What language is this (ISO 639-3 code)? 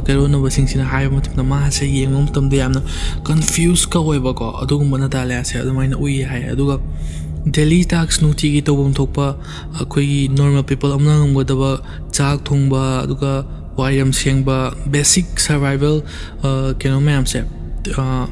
mni